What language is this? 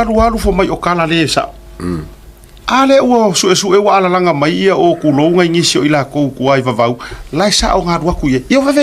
Samoan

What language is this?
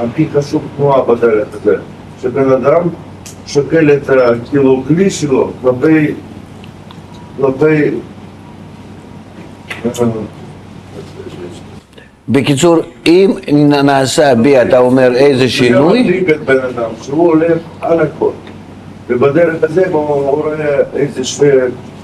Hebrew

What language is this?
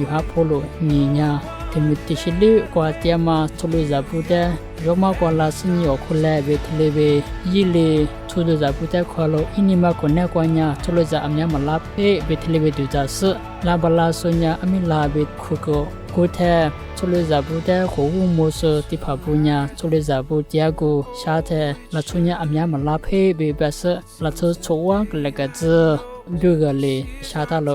Lisu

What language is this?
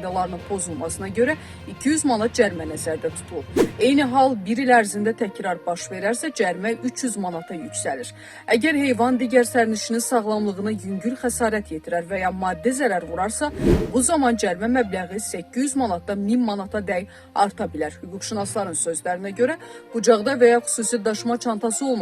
Azerbaijani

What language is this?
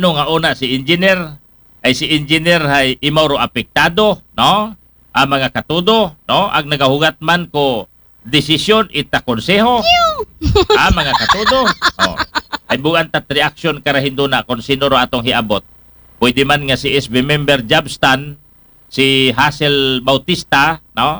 Aklanon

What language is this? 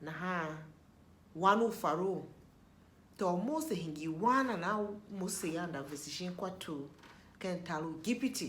Tiv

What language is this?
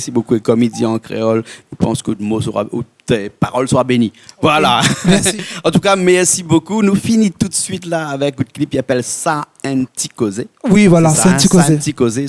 Réunion Creole French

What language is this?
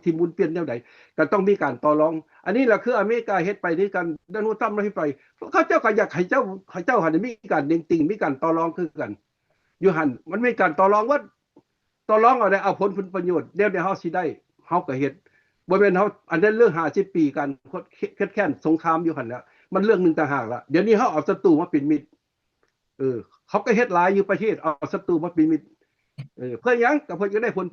Lao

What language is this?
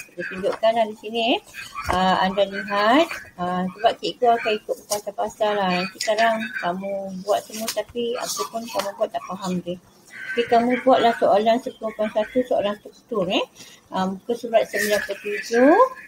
Malay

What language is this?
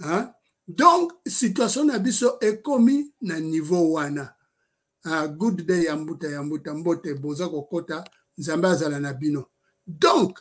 Lingala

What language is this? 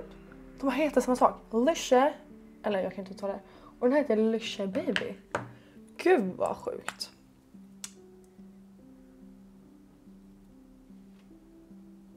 Swedish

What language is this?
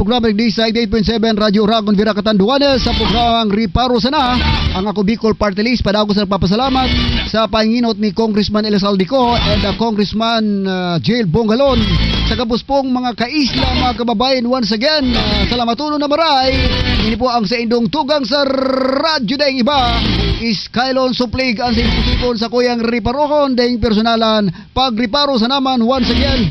Bikol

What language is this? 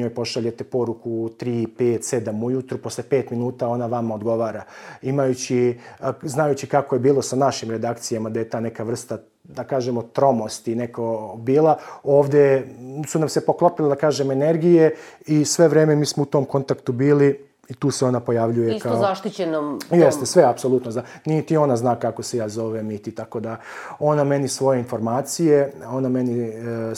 Serbian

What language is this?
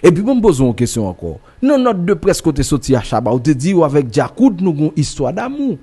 Haitian Creole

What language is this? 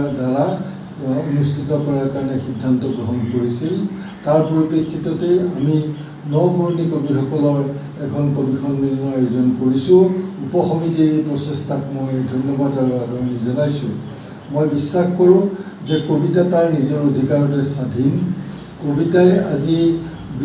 Assamese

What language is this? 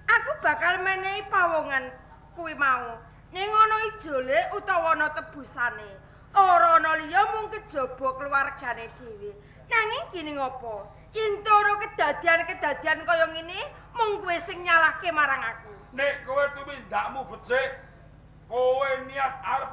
Javanese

